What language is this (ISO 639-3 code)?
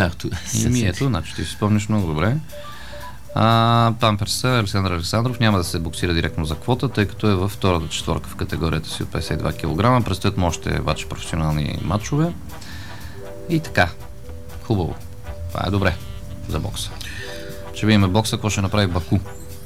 bul